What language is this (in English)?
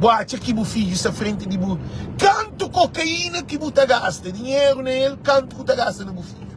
Kabuverdianu